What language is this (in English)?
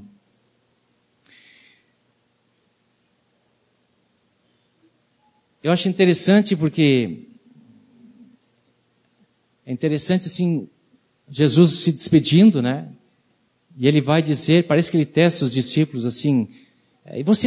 Portuguese